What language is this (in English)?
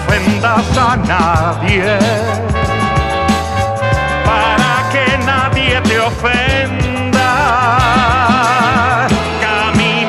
Spanish